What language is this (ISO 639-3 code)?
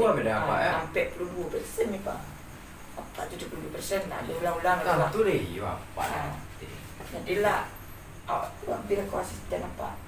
min